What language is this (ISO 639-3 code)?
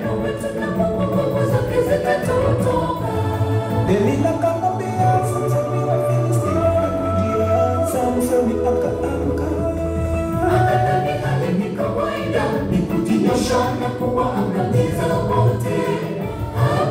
swa